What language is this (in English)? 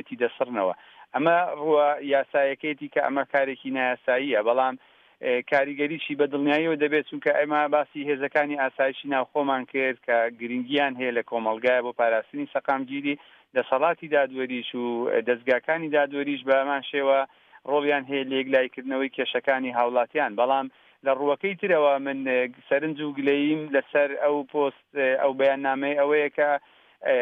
Central Kurdish